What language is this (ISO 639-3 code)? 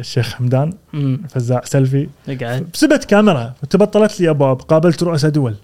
afb